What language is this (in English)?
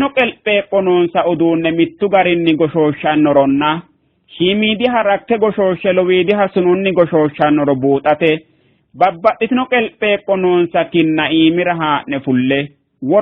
Sidamo